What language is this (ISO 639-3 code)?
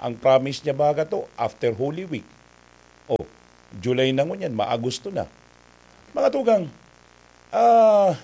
bik